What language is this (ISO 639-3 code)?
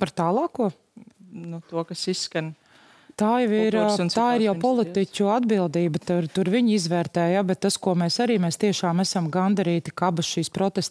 lav